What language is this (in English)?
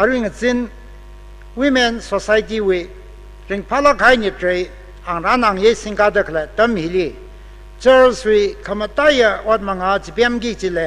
Tangkhul Naga (India)